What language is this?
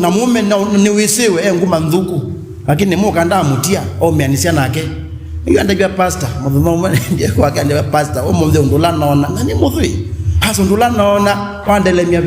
Kamba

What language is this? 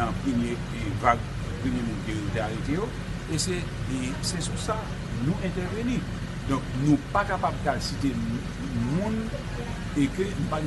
Haitian Creole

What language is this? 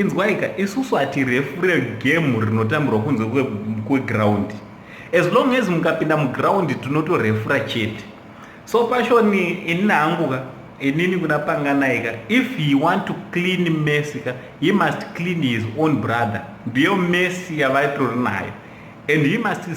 Shona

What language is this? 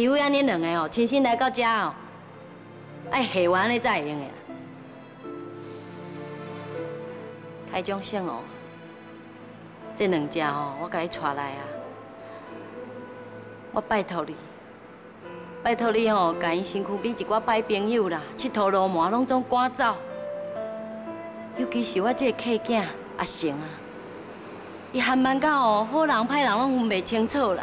Min Nan Chinese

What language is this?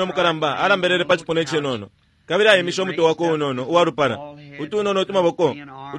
Bemba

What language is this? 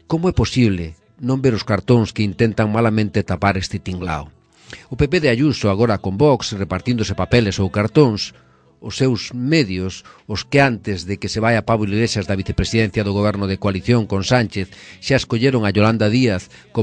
Galician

